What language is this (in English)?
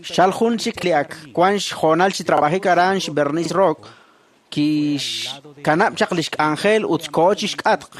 Kekchí